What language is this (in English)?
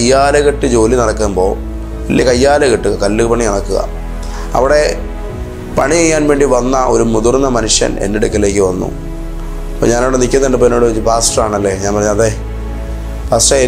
Malayalam